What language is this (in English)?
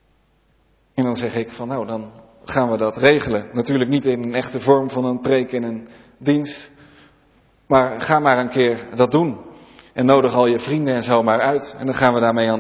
Dutch